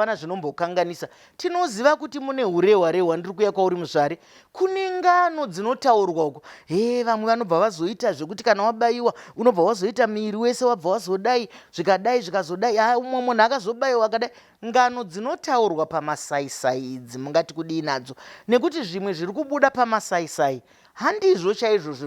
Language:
Shona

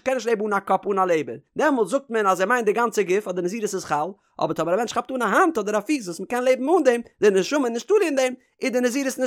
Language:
Yiddish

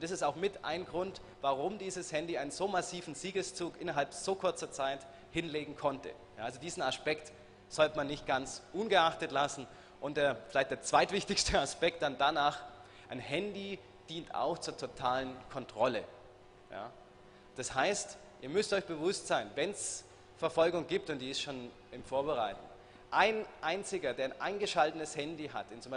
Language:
German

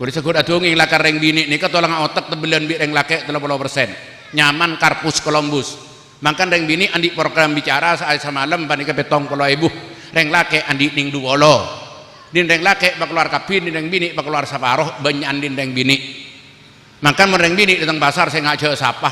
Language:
Madurese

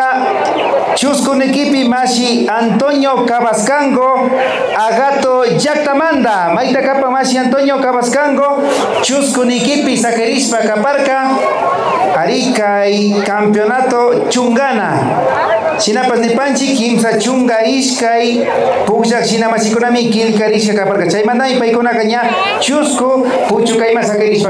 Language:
Imbabura Highland Quichua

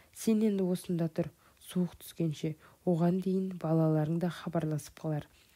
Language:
Kazakh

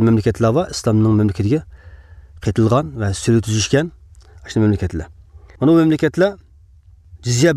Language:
Uyghur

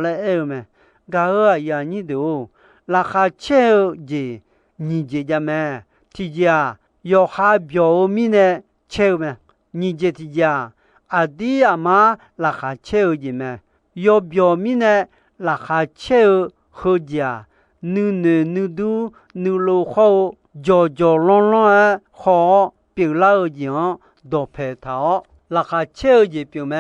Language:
Akha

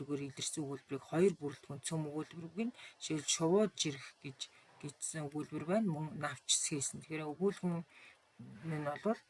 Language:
Mongolian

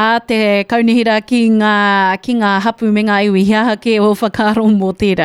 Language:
Māori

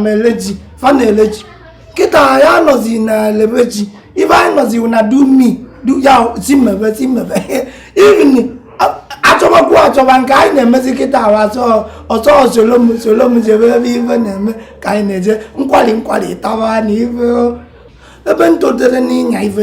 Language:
Igbo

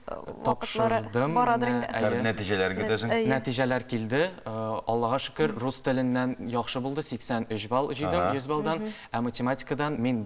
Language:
Tatar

